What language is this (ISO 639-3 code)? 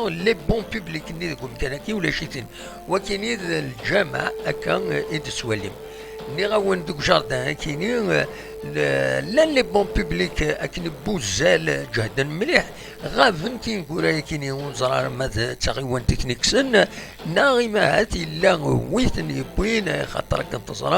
kab